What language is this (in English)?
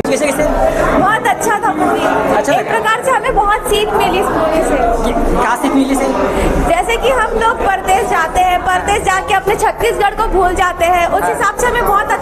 Chhattisgarhi